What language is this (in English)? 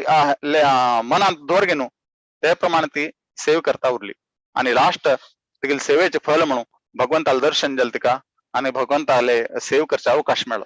Konkani